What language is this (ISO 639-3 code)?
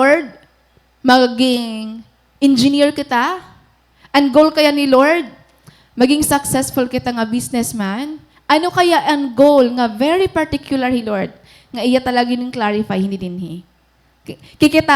war